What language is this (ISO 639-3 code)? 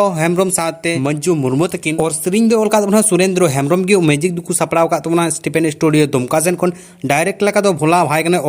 sat